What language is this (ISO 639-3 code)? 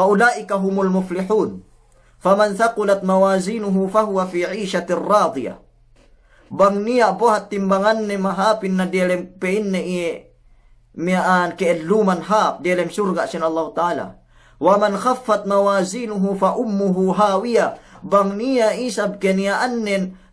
yka